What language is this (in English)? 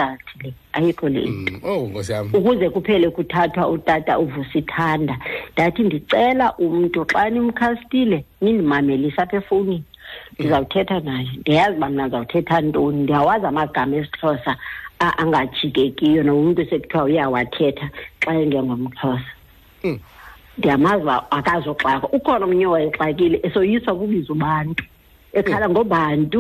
Xhosa